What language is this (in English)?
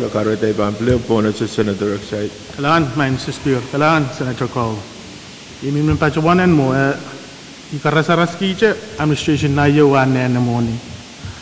Pohnpeian